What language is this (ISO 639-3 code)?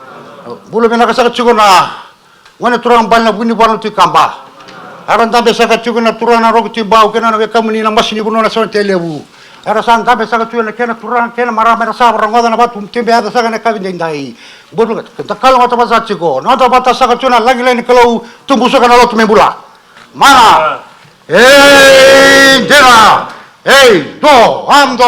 fij